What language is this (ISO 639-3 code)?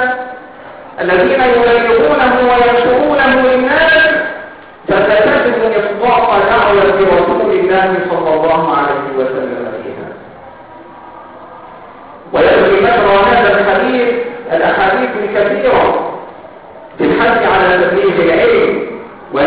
ara